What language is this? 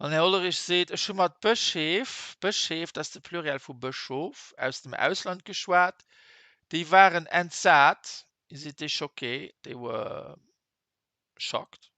Luxembourgish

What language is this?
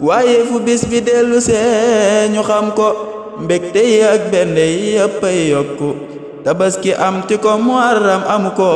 Wolof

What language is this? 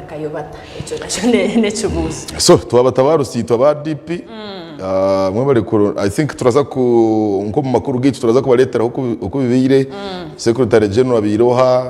Nyankole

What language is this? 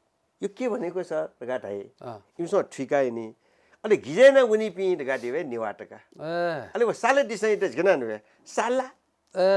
Newari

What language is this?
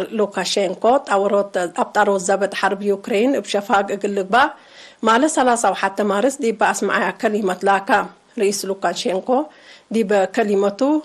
Tigre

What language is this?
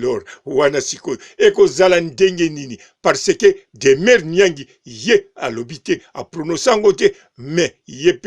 Lingala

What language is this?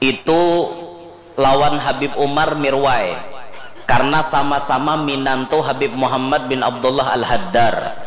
Banjar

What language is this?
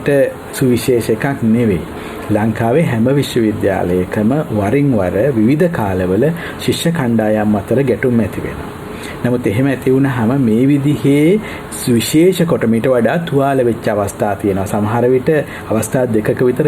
Sinhala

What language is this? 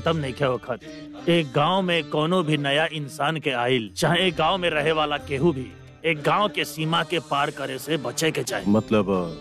Bhojpuri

